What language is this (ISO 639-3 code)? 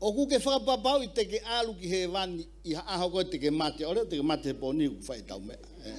ton